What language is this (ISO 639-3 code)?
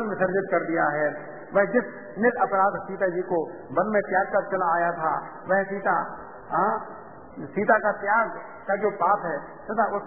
hin